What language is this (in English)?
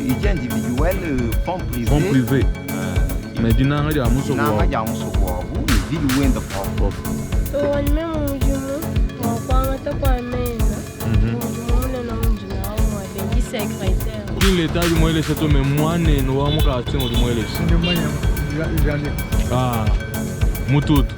Luba-Lulua